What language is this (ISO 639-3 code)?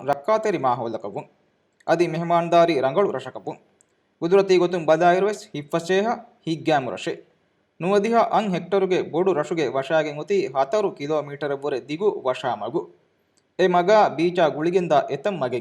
div